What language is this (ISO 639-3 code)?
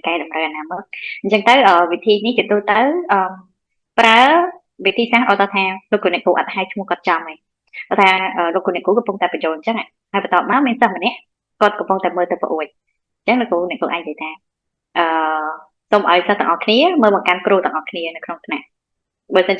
khm